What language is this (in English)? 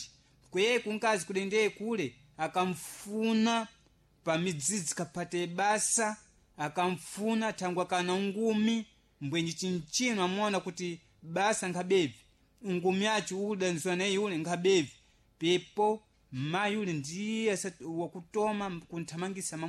Sena